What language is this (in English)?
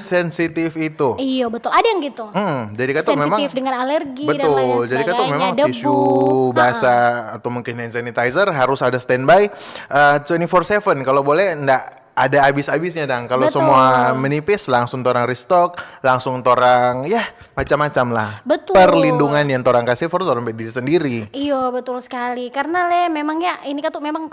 Manado Malay